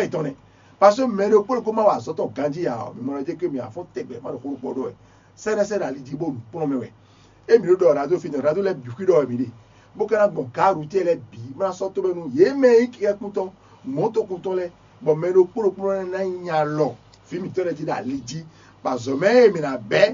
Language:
Fon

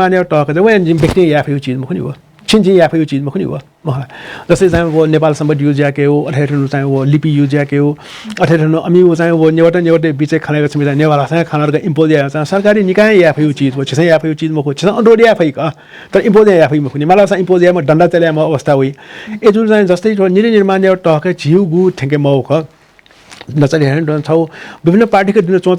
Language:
Newari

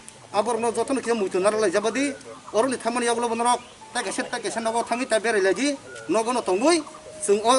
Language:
Kok Borok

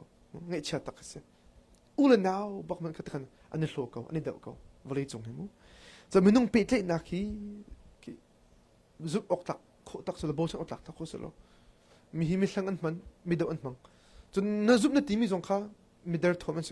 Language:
Hakha Chin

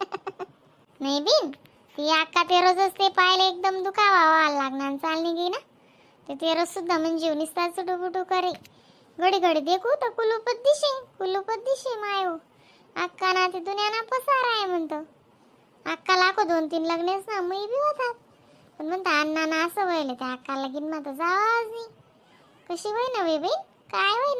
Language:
Khandesi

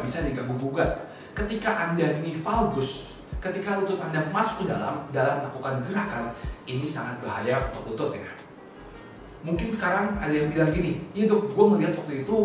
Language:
Indonesian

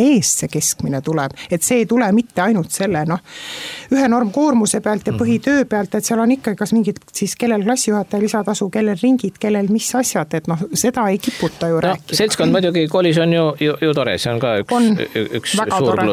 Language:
Estonian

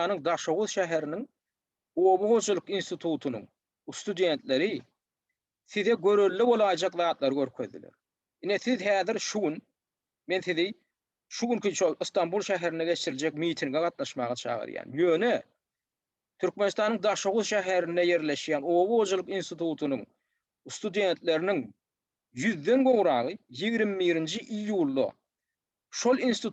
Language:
Turkmen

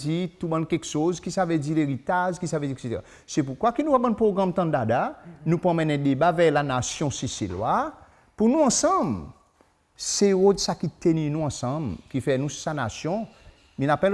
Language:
Seselwa Creole French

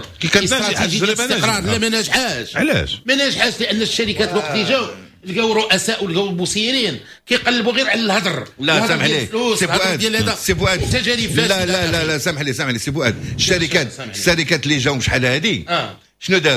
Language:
Moroccan Arabic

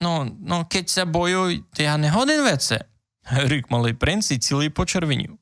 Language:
Rusyn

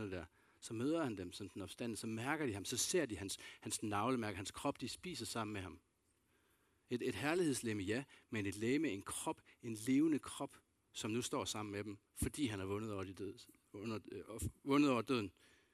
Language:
Danish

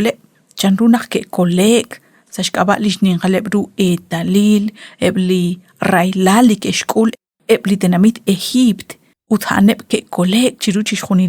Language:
Kekchí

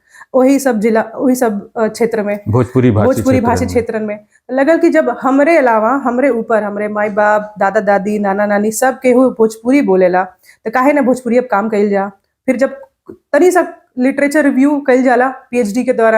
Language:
Bhojpuri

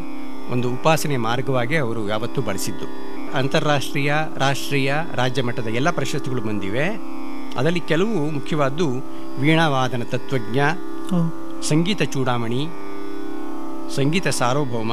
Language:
Kannada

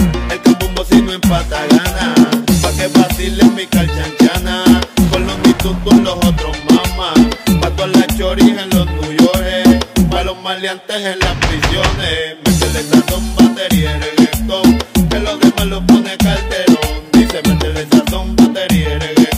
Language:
Spanish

